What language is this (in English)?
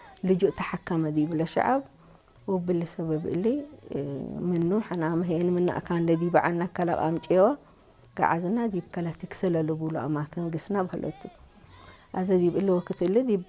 Tigre